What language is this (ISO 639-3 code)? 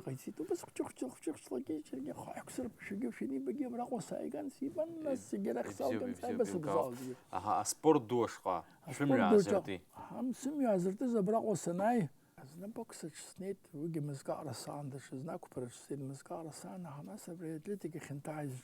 abk